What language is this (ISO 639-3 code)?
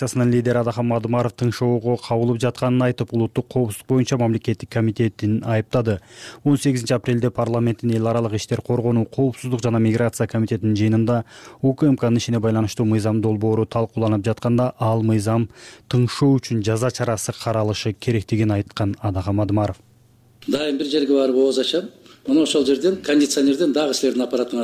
kir